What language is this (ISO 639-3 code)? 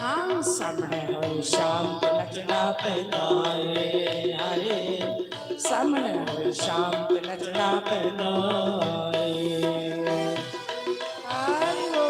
doi